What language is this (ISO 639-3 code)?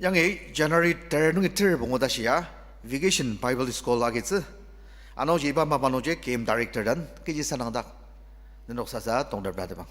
njo